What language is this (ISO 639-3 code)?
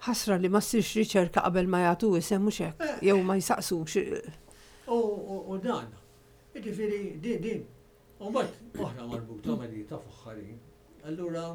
mlt